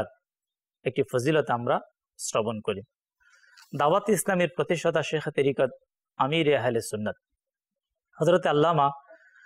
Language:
Bangla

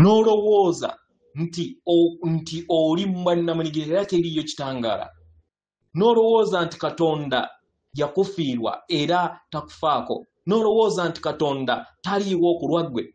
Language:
Ganda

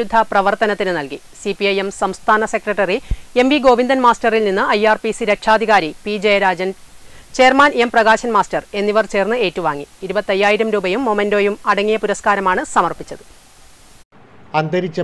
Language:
Malayalam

